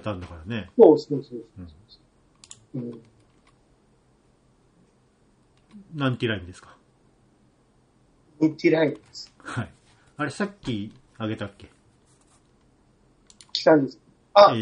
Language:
Japanese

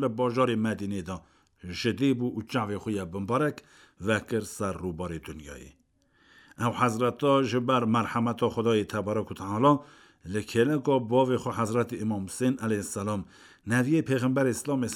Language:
Kurdish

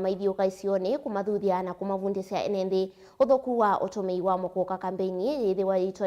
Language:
Kamba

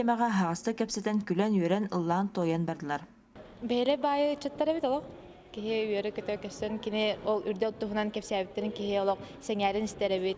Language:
Yakut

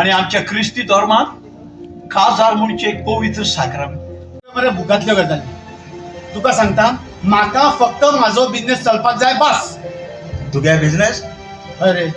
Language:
Konkani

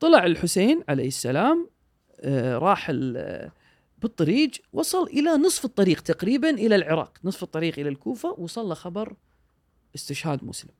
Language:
Gulf Arabic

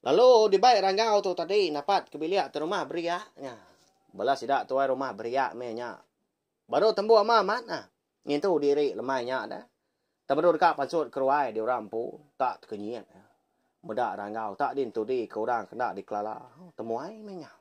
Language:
Iban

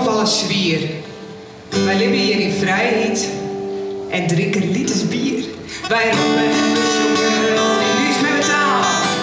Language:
Western Frisian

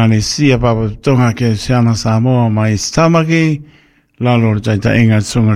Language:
Samoan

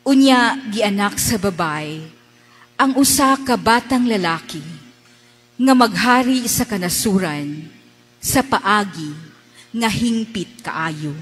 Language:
Cebuano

